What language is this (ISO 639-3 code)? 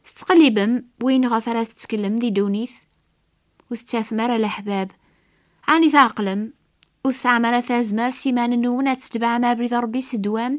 kab